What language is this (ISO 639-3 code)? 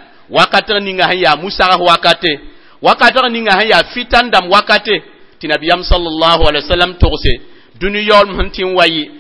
mos